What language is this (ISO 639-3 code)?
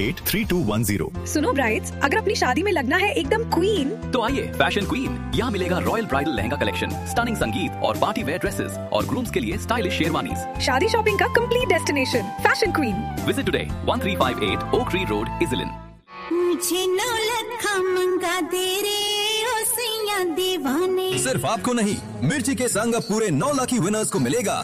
hin